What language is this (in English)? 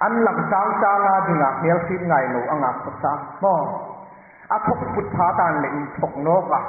Hmar